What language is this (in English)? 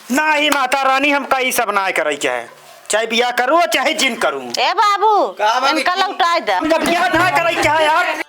Awadhi